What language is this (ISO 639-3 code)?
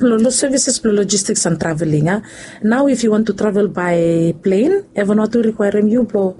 bis